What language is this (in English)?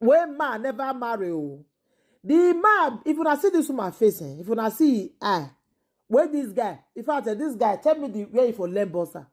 Nigerian Pidgin